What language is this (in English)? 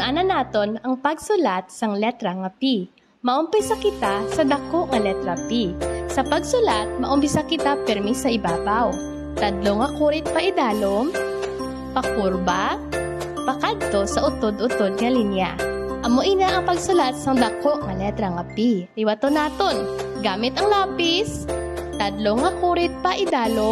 Hiligaynon